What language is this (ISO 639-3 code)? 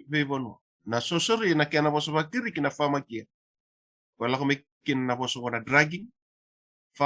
fij